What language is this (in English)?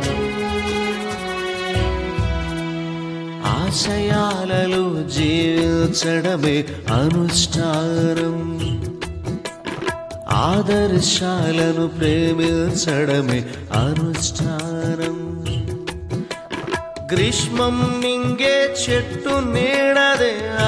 Telugu